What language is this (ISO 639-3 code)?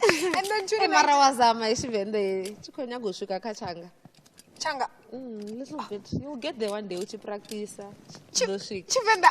ven